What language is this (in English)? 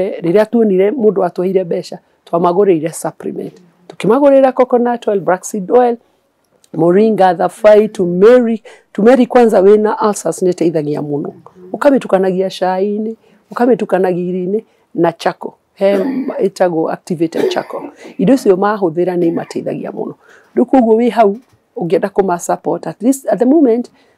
Kikuyu